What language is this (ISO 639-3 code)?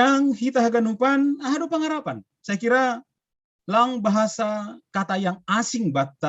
bts